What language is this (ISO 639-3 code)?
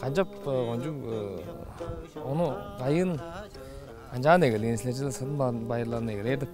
tyv